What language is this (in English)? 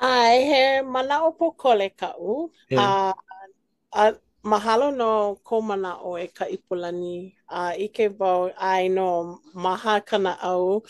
Hawaiian